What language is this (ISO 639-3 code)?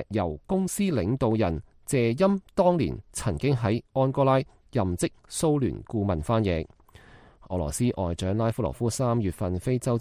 yue